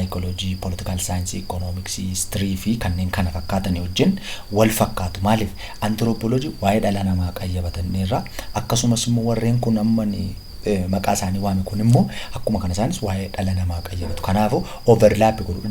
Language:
Oromo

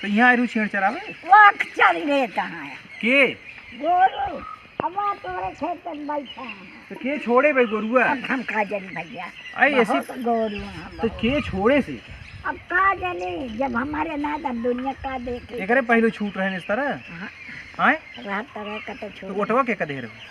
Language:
Awadhi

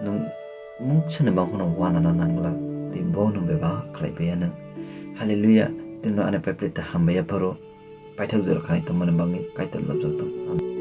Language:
Kok Borok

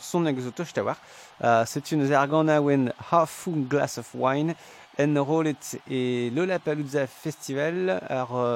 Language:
Breton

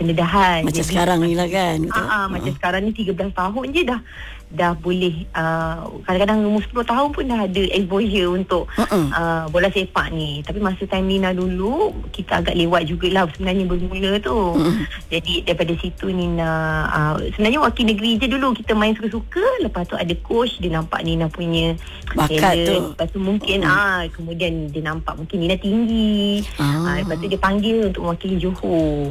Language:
Malay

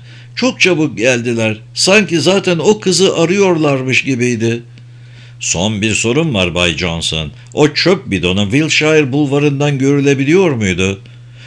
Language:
Turkish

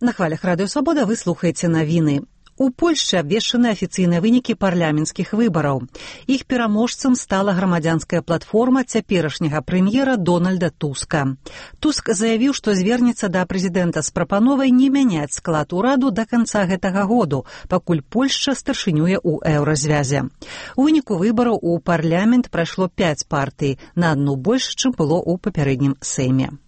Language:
Belarusian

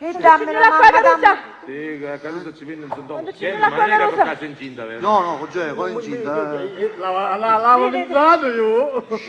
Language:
Sicilian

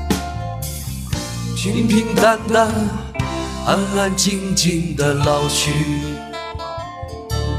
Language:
Chinese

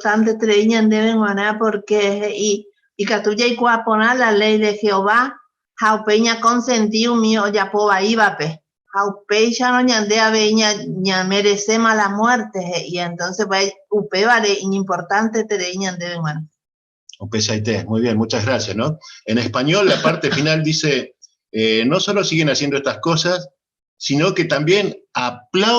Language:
Guarani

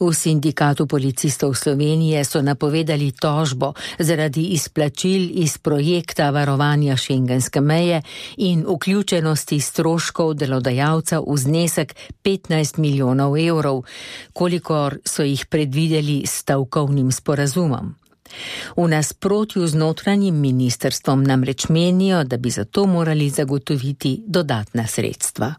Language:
Slovenian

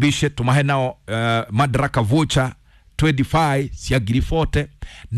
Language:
Kikuyu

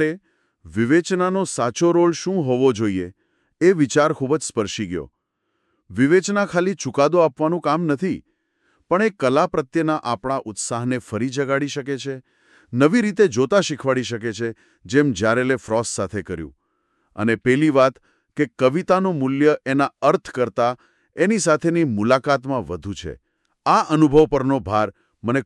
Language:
Gujarati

